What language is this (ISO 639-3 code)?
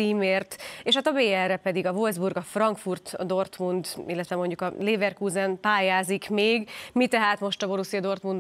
hun